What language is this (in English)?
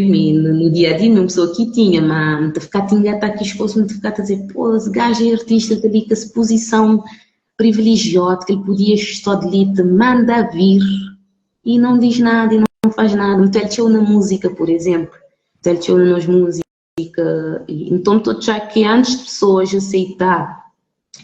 Kabuverdianu